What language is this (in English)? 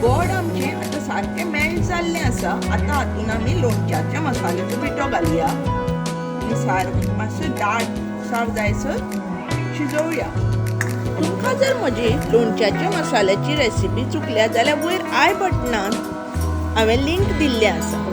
Konkani